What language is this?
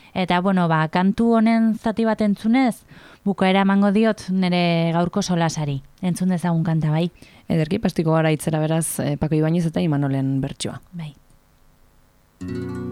Basque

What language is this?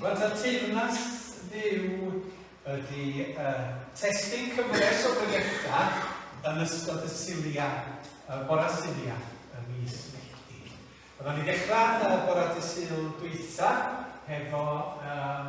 Welsh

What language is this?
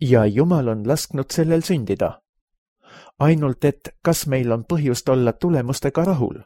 Estonian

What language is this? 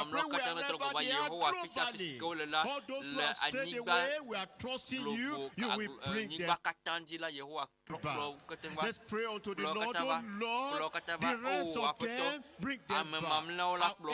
Ewe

